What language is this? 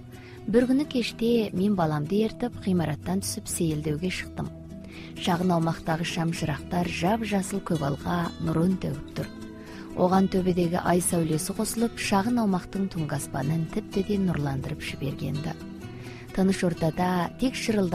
Kazakh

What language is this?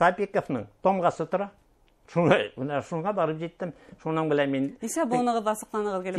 Bashkir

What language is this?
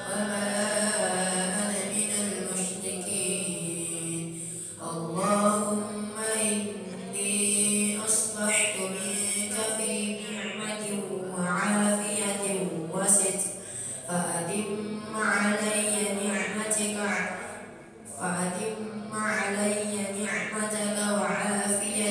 Arabic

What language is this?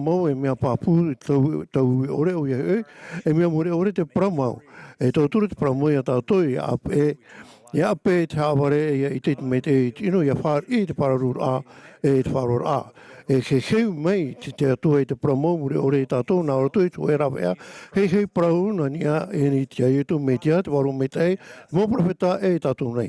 Tahitian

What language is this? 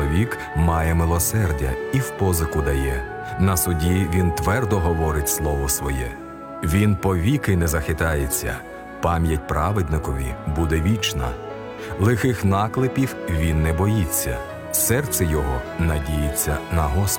Ukrainian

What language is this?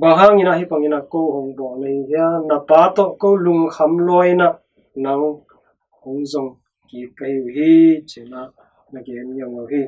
Tedim Chin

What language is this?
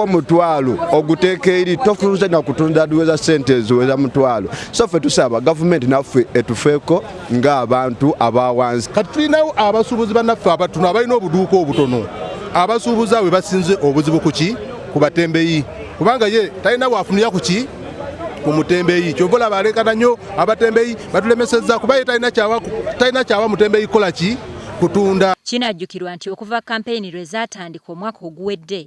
Ganda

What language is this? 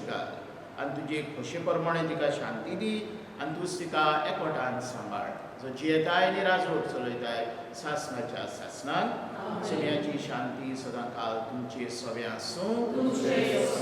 Konkani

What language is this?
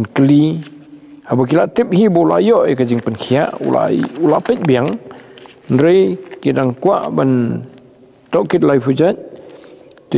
Khasi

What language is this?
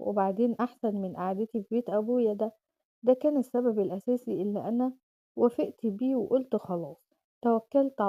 Egyptian Arabic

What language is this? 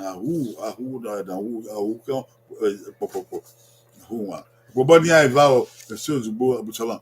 Bini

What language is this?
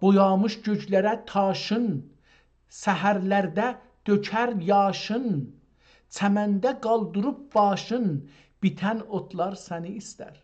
South Azerbaijani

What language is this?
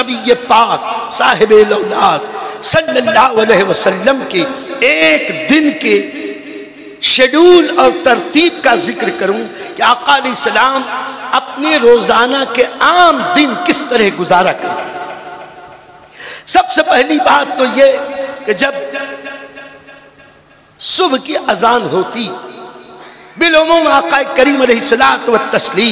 Urdu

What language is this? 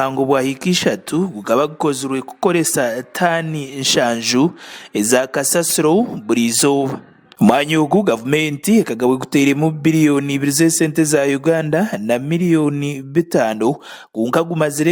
Nyankole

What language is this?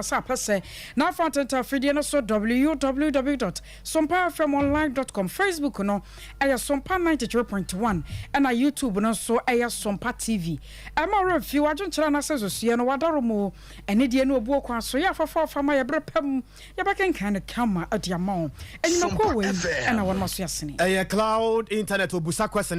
Akan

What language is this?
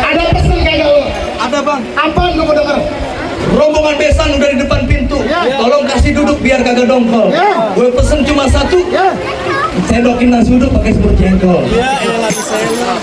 Betawi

